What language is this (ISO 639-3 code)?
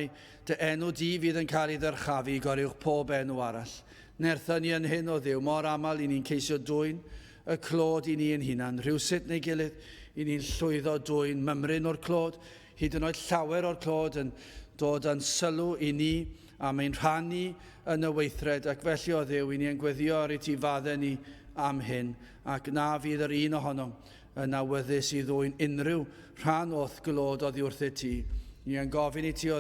cym